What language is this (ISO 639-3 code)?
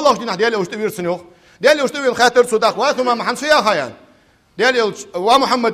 inh